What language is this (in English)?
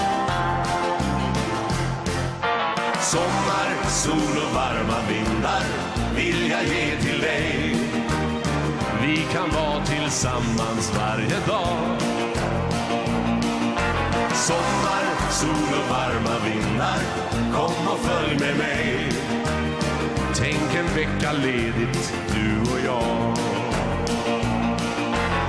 Swedish